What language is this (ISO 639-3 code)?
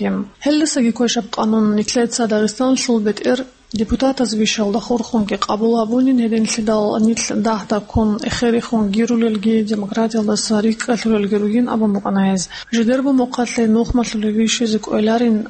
ava